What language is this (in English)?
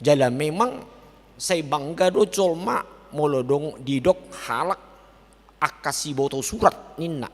Batak Toba